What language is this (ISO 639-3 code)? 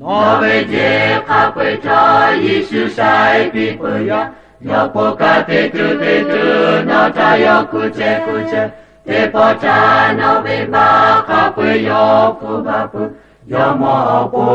lhu